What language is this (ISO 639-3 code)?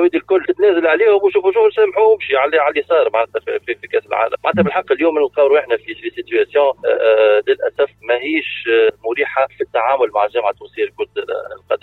aeb